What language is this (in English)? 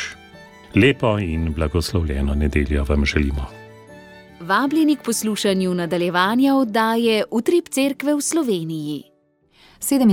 Slovenian